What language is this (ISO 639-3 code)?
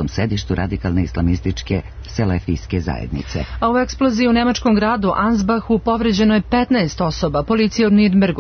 srp